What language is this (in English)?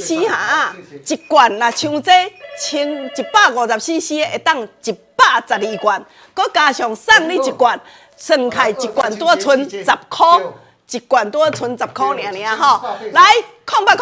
Min Nan Chinese